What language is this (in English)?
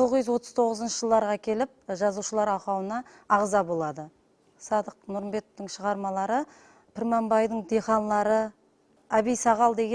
Kara-Kalpak